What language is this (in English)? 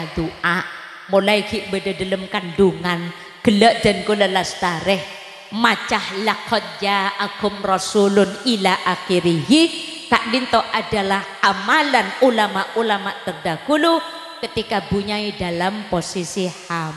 Madurese